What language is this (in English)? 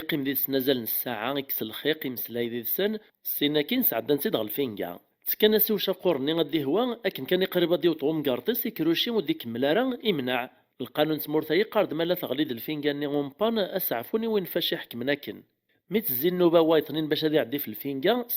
Kabyle